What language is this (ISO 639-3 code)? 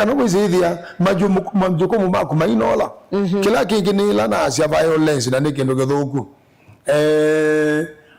kam